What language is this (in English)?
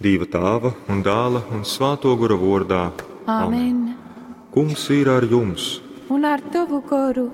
Latgalian